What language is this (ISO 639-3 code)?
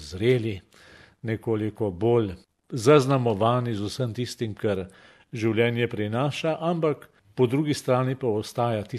slv